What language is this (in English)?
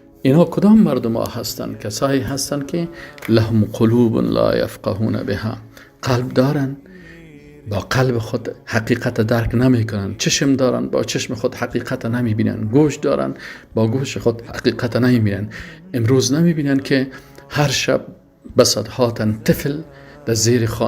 Persian